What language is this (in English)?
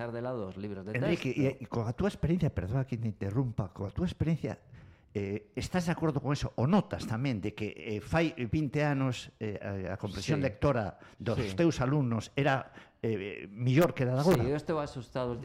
Galician